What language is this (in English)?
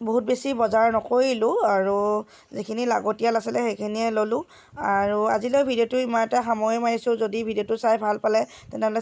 Assamese